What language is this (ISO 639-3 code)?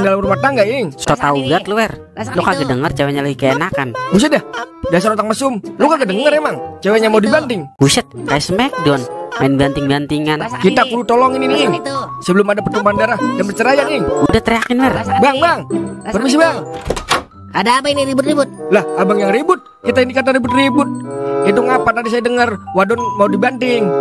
bew